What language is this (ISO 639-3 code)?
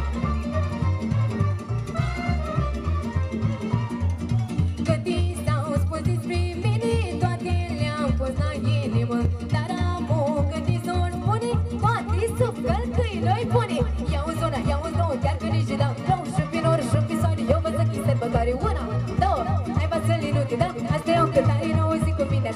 ron